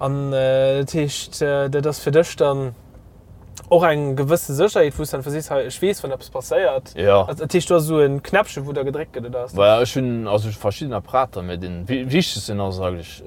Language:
Luxembourgish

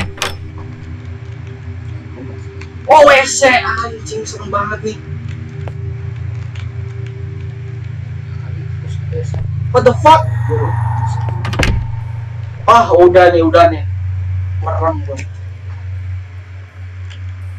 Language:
Indonesian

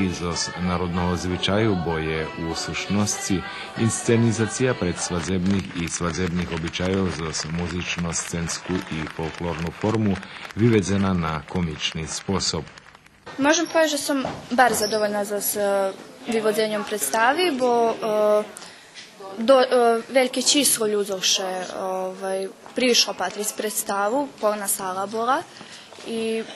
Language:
Rusyn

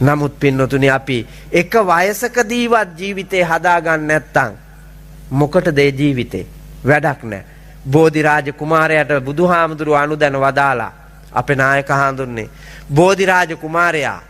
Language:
Sinhala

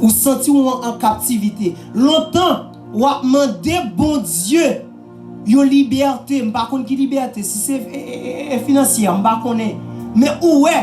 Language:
Haitian Creole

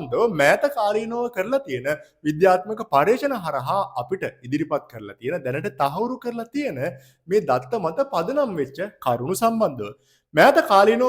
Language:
Sinhala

